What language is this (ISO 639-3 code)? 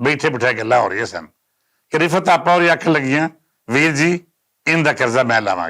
lah